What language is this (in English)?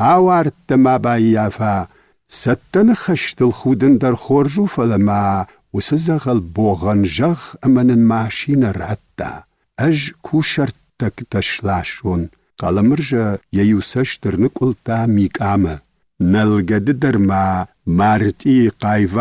Ossetic